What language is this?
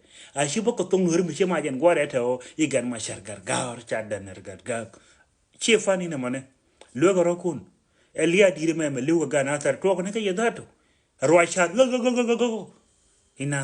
Nuer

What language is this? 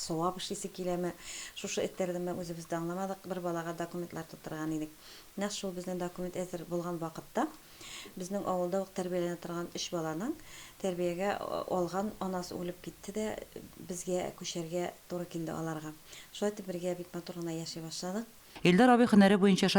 Tatar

